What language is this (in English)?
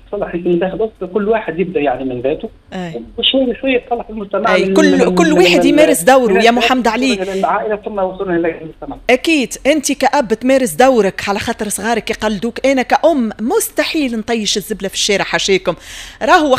Tunisian Arabic